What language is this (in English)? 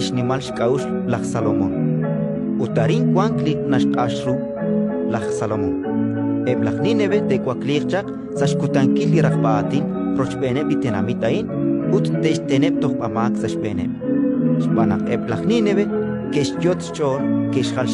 Kekchí